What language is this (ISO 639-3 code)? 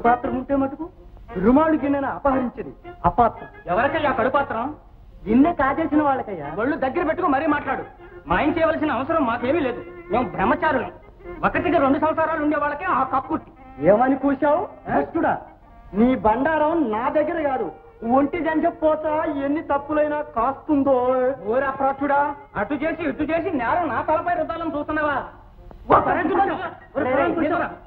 tel